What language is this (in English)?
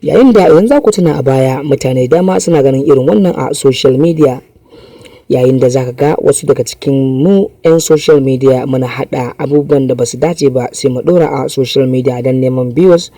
Hausa